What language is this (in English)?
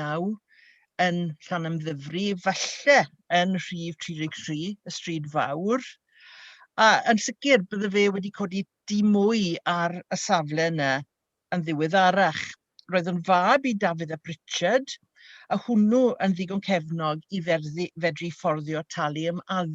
Welsh